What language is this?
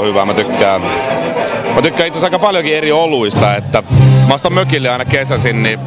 Finnish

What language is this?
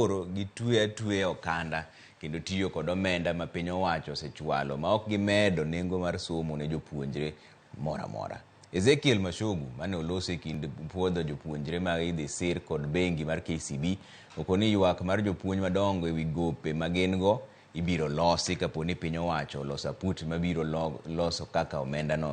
Luo (Kenya and Tanzania)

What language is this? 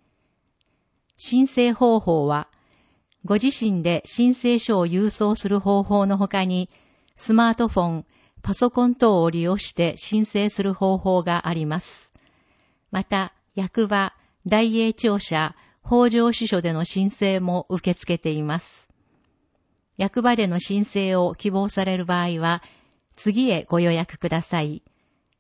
Japanese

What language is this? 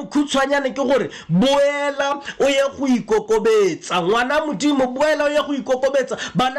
Tswana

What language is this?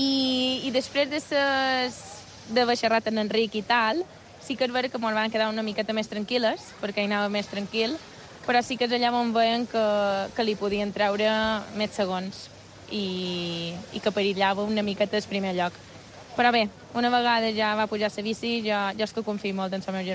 Catalan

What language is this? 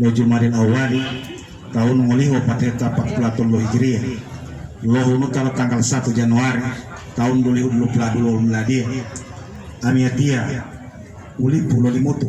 Gorontalo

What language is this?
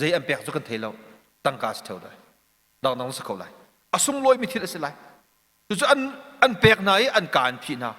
Hakha Chin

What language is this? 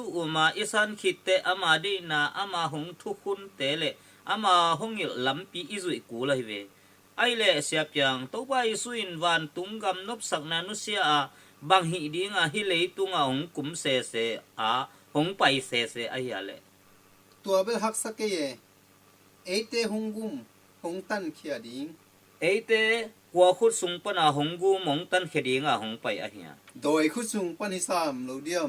Tedim Chin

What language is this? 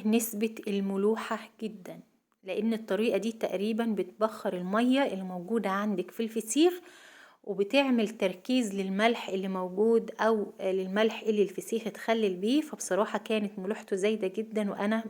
Egyptian Arabic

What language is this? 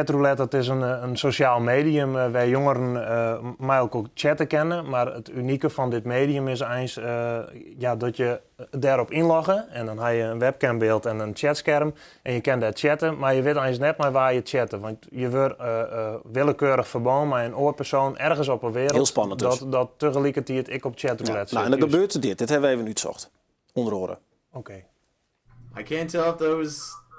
Western Frisian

